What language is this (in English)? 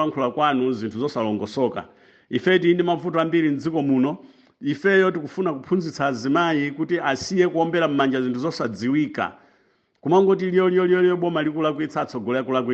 Nyanja